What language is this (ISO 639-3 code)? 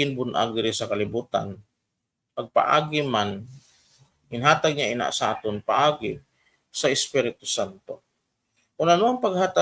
hil